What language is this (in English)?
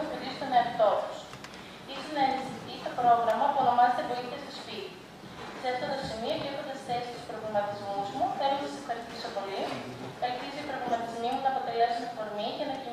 Greek